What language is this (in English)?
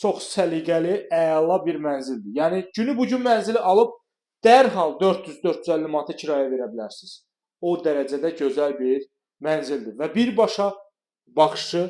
Azerbaijani